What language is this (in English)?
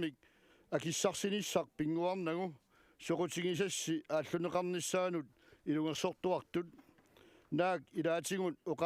Kalaallisut